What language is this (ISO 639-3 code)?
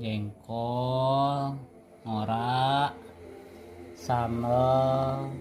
sun